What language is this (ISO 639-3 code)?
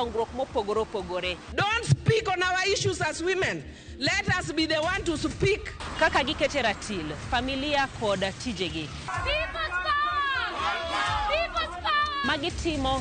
luo